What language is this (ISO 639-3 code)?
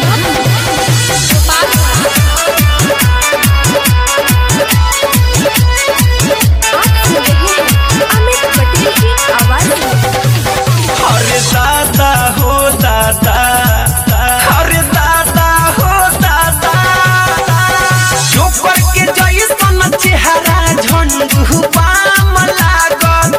bho